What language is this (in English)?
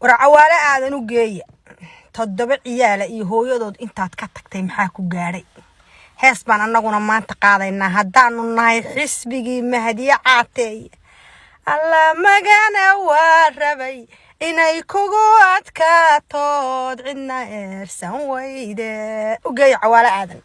Somali